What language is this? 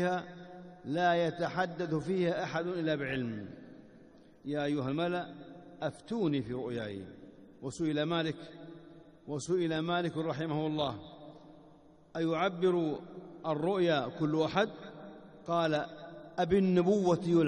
Arabic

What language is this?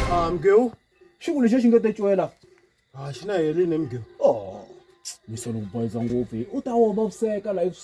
Tsonga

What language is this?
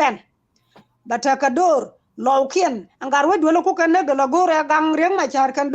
Nuer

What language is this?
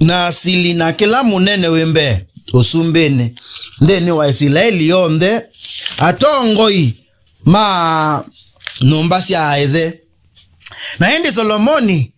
Kamba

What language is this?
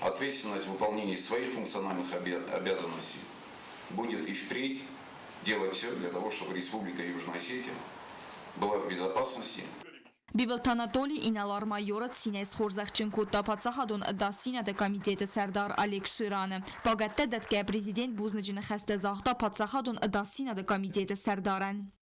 Ossetic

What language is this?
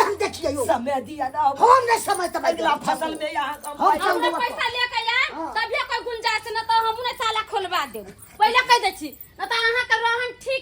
Maithili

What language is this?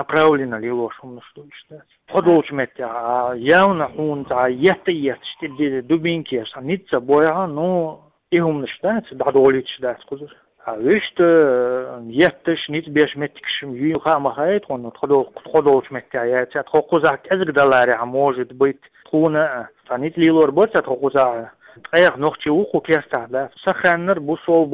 Chechen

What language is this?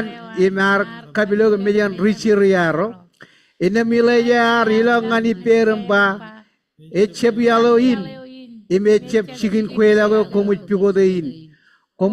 Marshallese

